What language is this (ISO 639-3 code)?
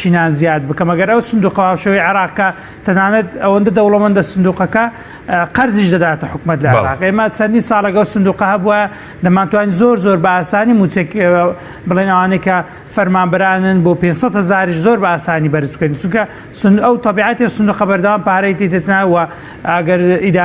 ckb